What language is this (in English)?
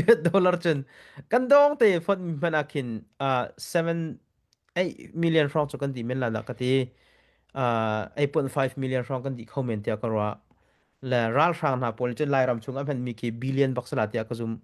Hakha Chin